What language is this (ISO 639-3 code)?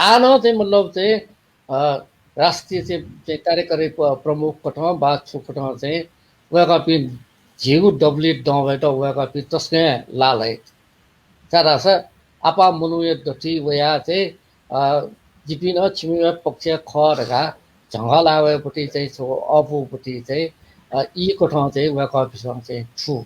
new